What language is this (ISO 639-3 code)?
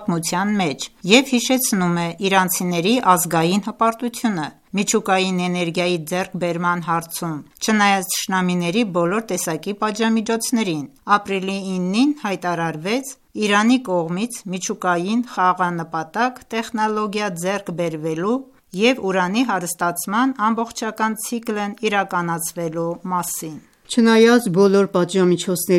hye